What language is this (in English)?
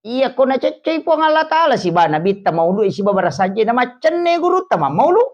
Buginese